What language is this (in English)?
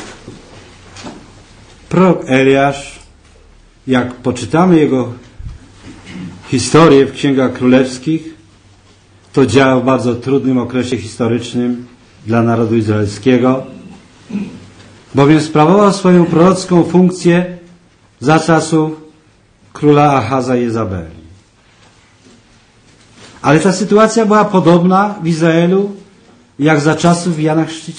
Polish